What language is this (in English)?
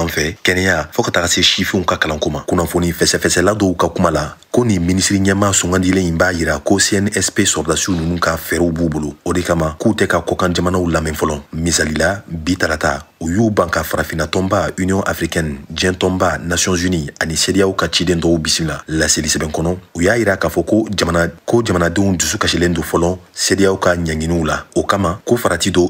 Bambara